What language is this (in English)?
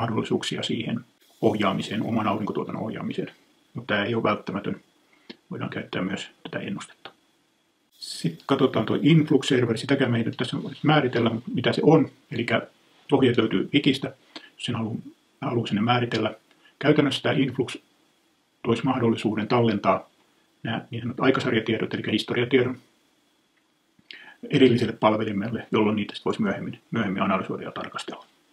Finnish